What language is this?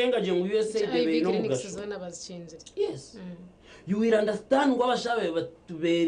Nyankole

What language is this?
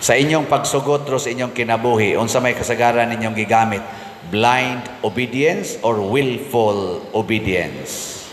Cebuano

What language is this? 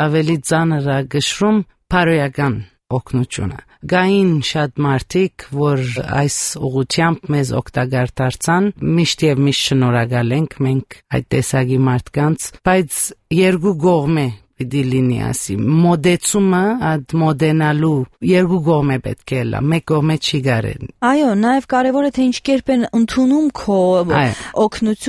Armenian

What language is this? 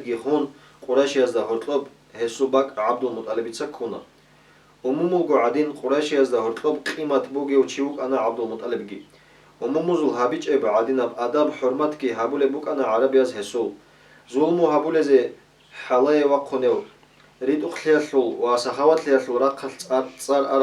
Avaric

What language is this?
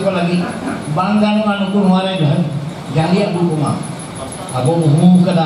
Santali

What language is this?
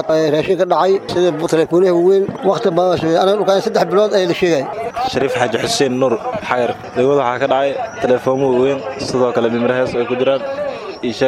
Somali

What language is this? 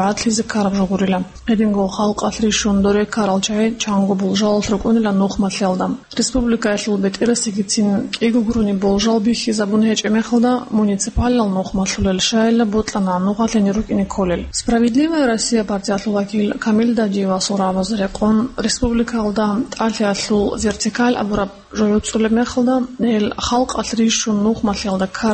Avaric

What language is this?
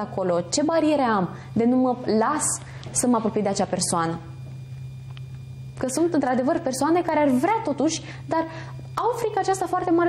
Romanian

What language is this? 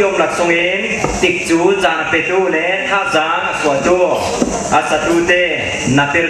Falam Chin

